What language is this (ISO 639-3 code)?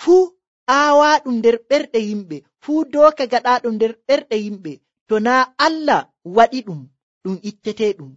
fuv